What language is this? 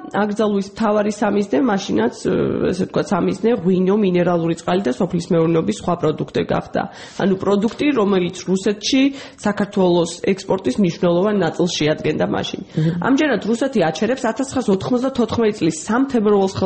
Georgian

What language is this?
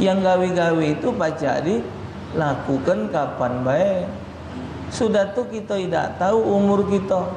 Musi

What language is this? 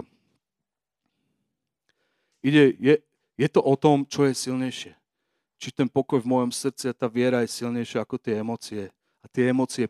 Slovak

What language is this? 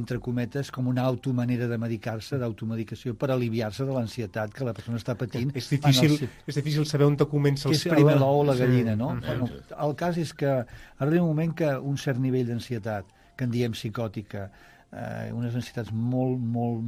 Catalan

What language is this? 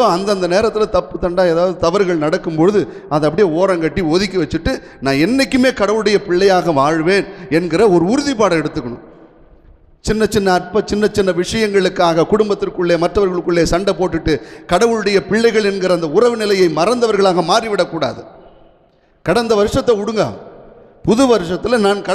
Tamil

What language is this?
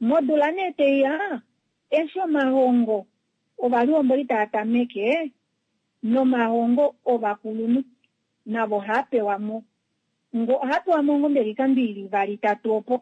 Kuanyama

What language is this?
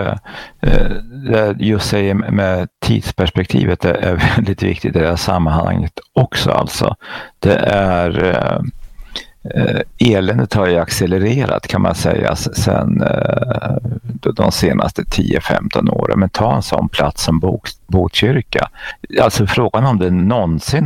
Swedish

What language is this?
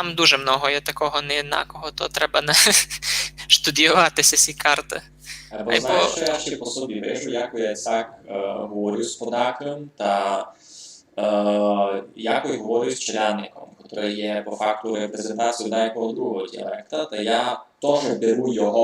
Rusyn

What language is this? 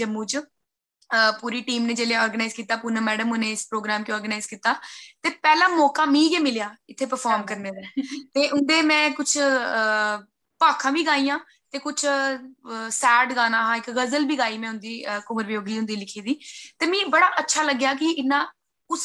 Dogri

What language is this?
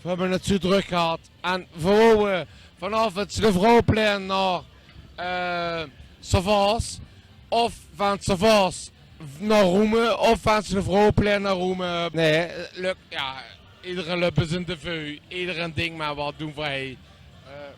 Limburgish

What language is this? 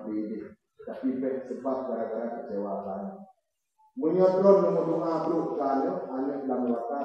Achinese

